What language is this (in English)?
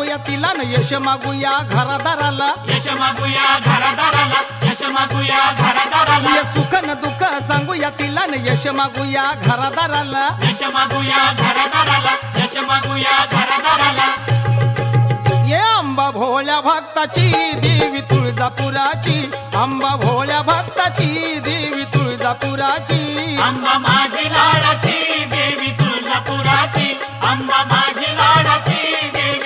Marathi